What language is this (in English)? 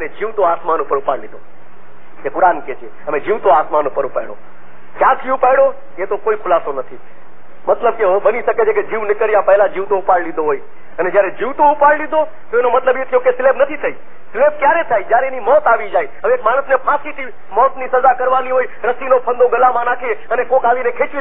Gujarati